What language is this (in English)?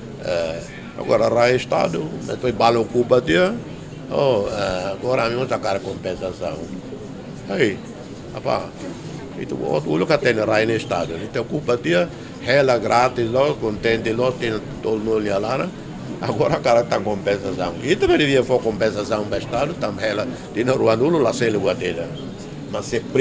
Tetum